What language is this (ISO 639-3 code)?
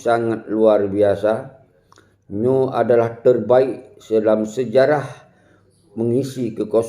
ace